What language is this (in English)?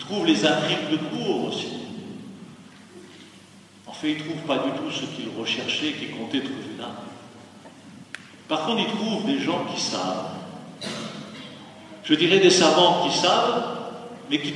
French